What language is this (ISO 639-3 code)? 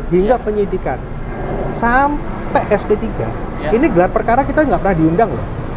ind